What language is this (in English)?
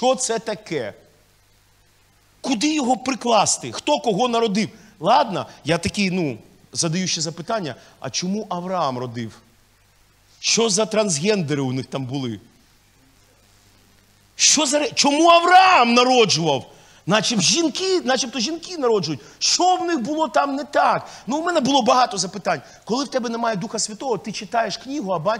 Ukrainian